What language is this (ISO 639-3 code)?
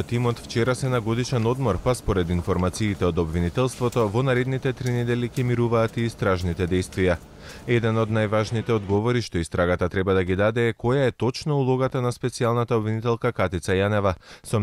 mkd